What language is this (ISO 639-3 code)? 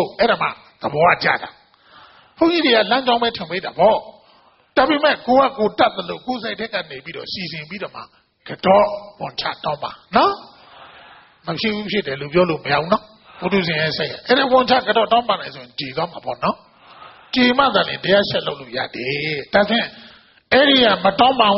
mya